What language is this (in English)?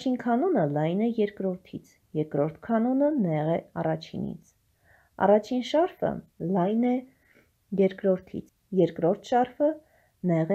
Armenian